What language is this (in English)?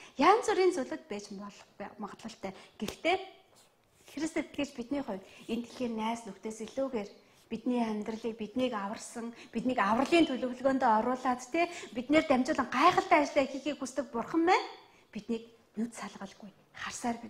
Mongolian